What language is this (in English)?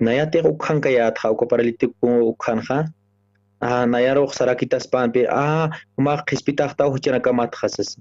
Aymara